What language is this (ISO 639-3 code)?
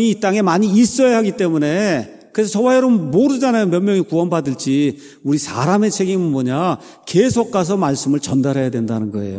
kor